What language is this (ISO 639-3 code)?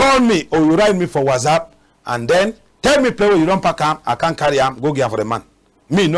wes